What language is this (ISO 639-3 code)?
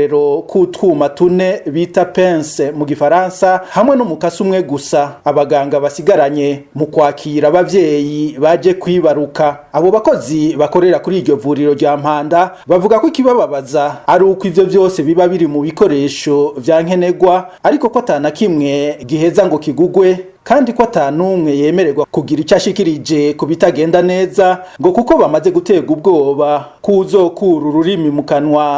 run